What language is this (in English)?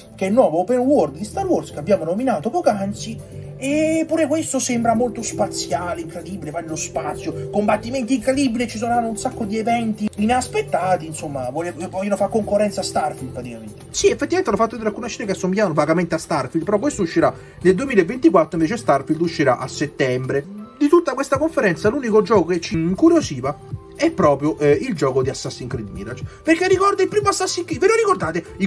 Italian